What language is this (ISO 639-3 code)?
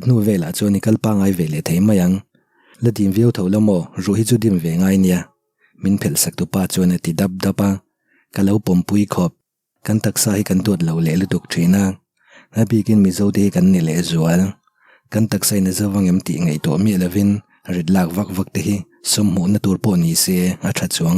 lus